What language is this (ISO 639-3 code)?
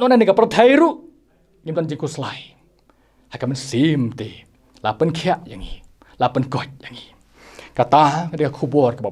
kha